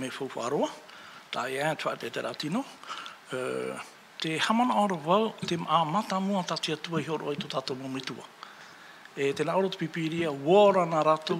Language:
Tahitian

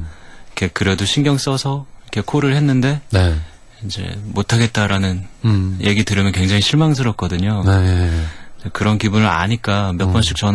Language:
Korean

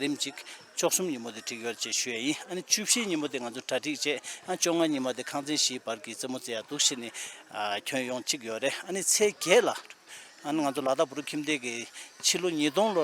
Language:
Tibetan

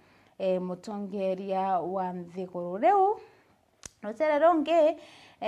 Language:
Meru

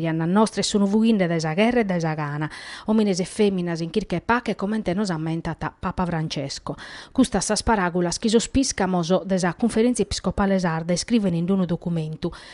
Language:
Sardinian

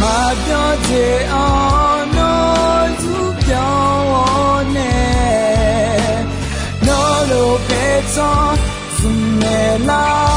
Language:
Akha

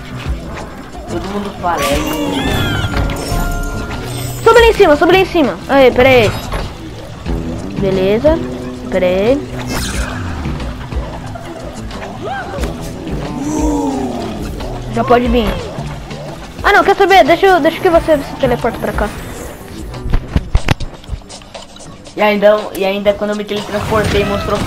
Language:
Portuguese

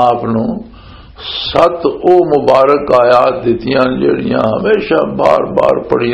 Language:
Western Panjabi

